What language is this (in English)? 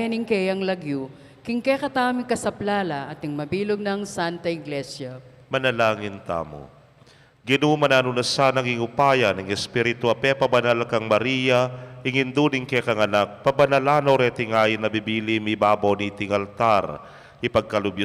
Pampanga